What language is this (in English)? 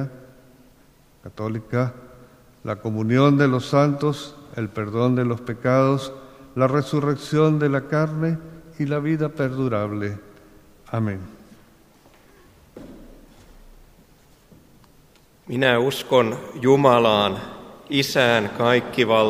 Finnish